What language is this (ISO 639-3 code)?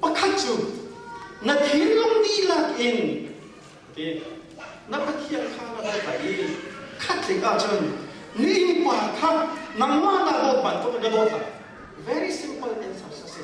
cnh